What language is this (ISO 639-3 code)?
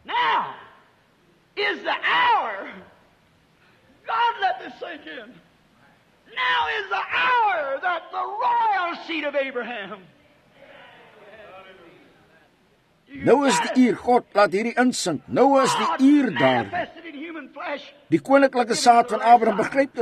afr